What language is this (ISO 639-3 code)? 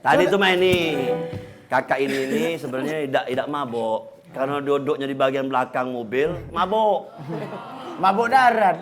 mui